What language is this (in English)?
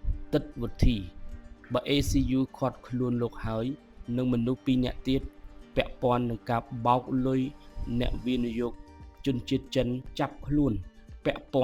Khmer